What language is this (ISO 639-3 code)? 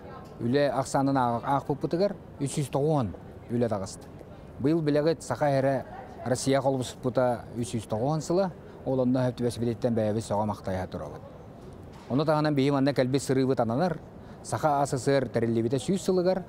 sah